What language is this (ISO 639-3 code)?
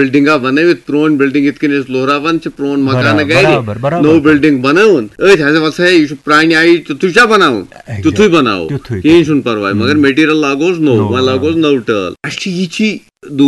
kas